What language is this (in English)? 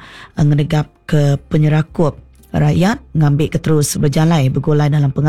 Iban